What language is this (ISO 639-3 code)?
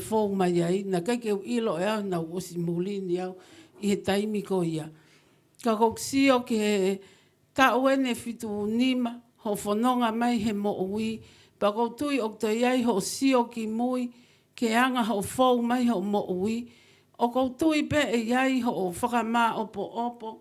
ton